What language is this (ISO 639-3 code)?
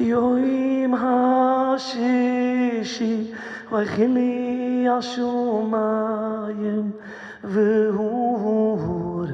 yid